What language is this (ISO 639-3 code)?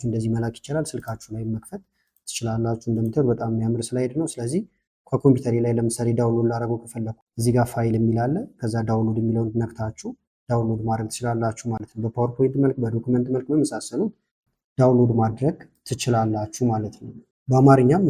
amh